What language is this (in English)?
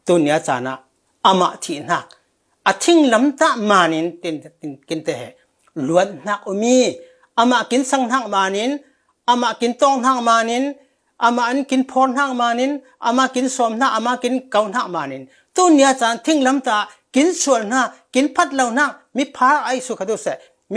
Falam Chin